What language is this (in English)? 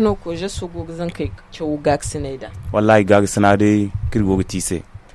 Zarma